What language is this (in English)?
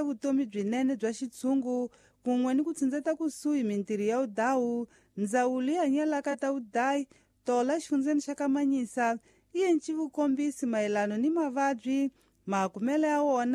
Tsonga